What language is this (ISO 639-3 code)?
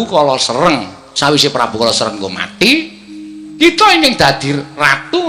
jav